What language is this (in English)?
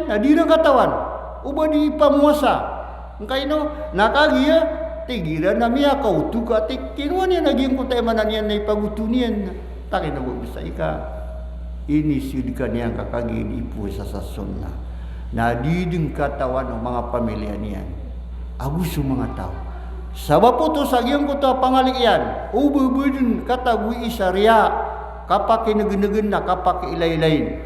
Maranao